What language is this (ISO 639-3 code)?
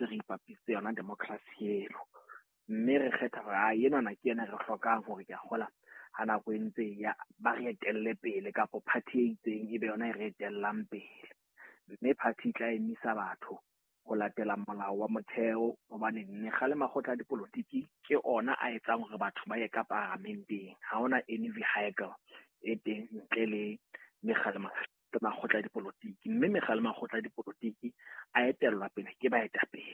sot